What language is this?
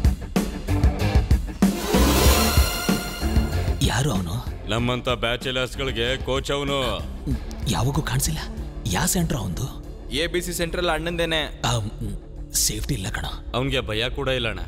Kannada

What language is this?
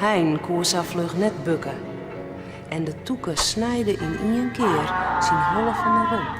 Western Frisian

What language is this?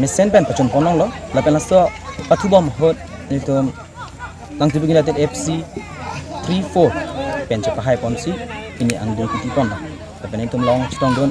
Karbi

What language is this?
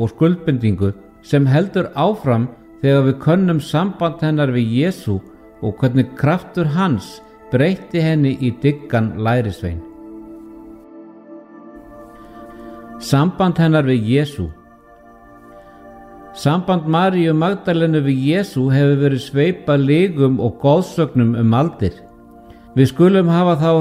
Icelandic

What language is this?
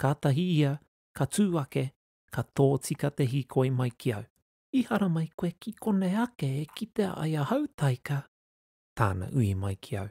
Māori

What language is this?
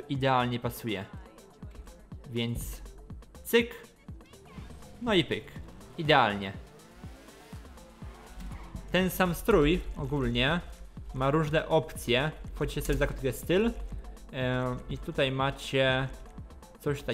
Polish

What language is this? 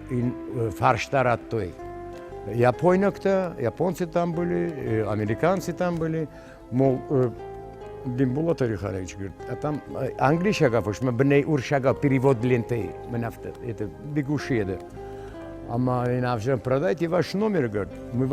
Ossetic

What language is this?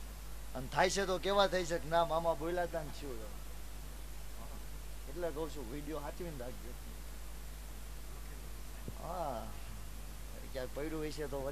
Gujarati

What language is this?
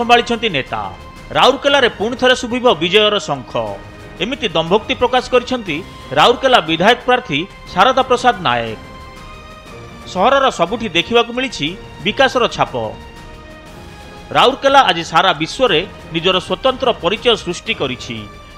Odia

